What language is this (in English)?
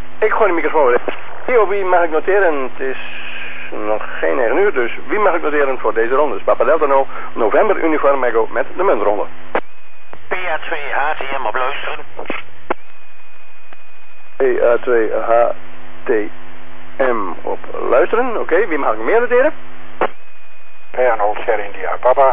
Dutch